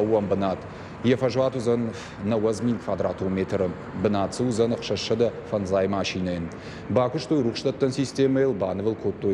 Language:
Ossetic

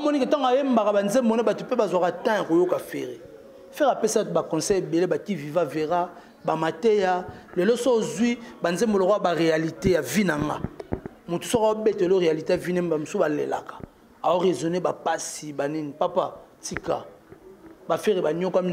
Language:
Lingala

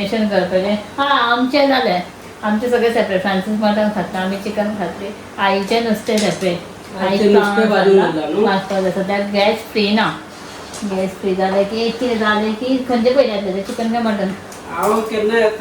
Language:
Konkani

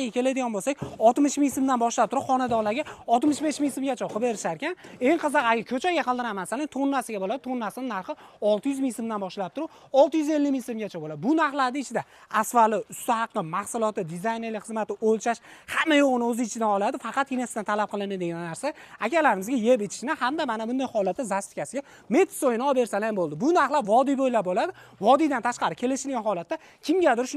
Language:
Uzbek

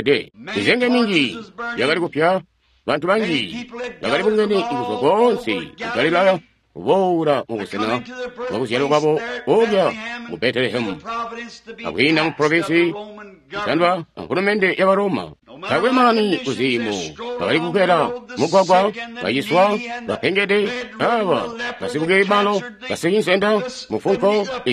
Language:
Tonga (Zambia)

